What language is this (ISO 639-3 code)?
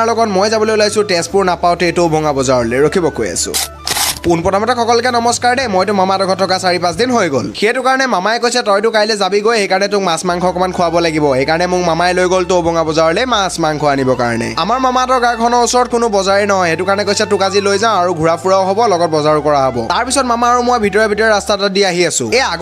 asm